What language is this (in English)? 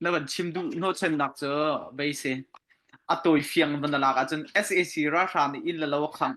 Hakha Chin